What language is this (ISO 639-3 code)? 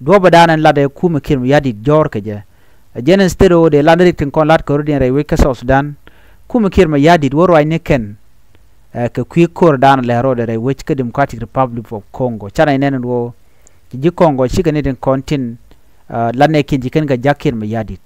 nus